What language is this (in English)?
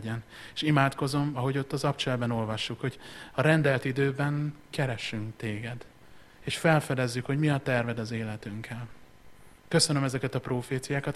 Hungarian